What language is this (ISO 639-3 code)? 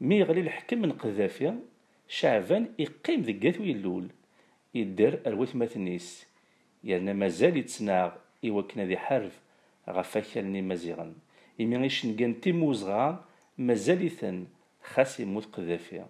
kab